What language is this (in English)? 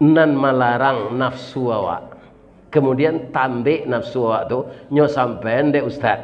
Minangkabau